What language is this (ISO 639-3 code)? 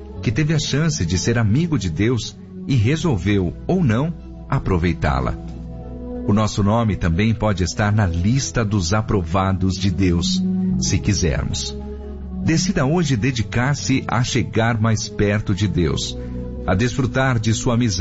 por